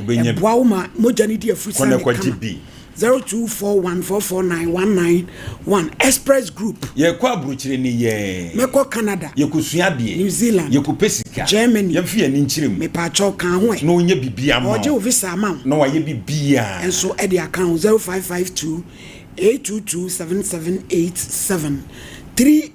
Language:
Akan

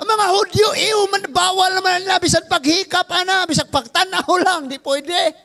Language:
Cebuano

